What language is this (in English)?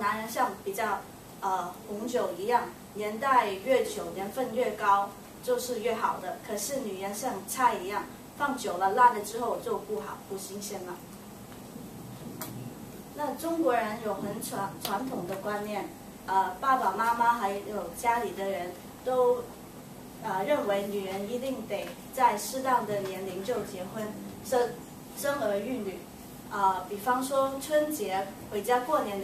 Chinese